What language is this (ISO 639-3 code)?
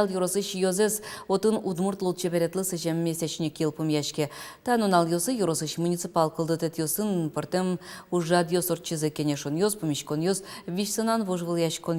udm